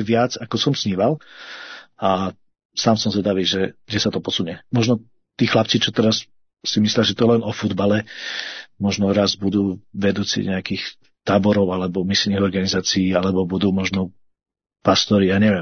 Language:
Slovak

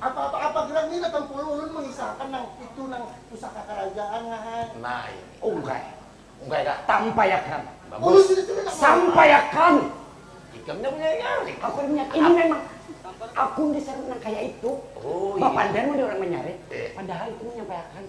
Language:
Banjar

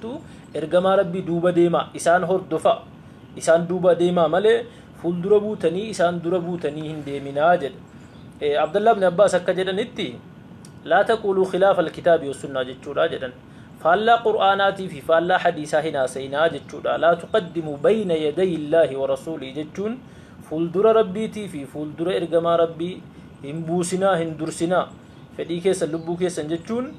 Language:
Oromo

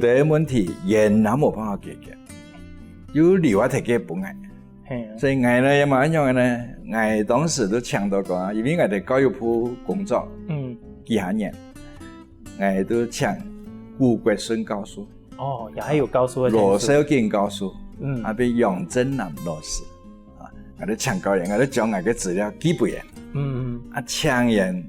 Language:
Hakka Chinese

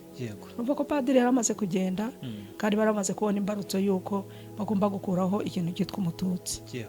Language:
Kinyarwanda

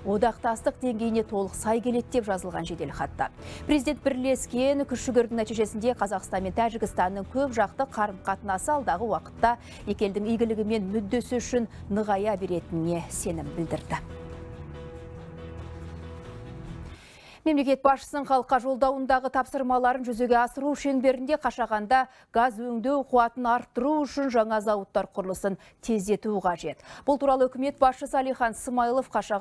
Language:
Kazakh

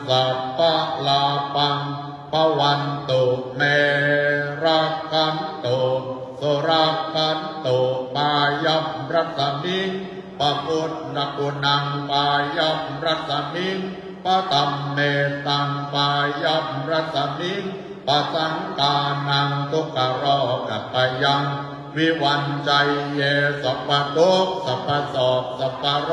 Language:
Pali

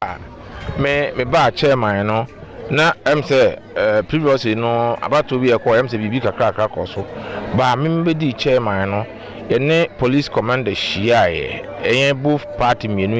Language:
Akan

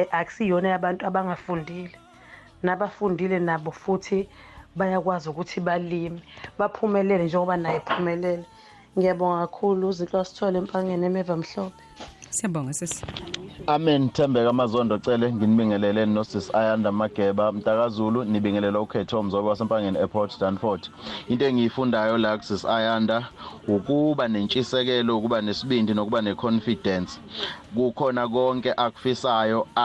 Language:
Zulu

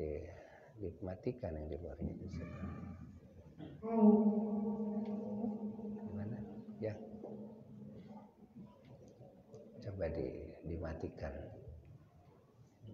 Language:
Indonesian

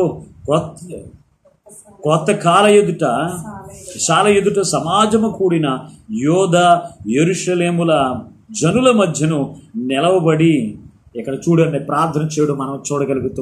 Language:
Telugu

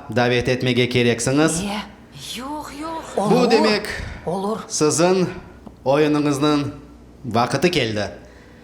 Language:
Crimean Tatar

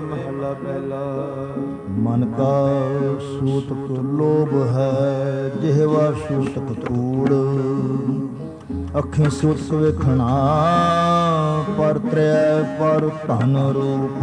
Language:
Punjabi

